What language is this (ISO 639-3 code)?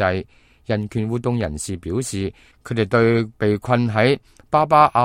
yue